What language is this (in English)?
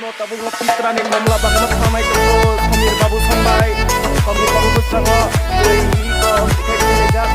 Kok Borok